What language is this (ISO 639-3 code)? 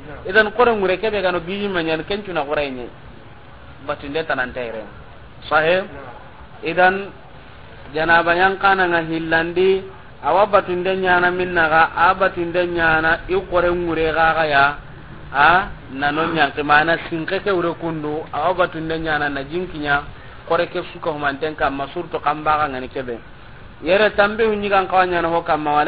snk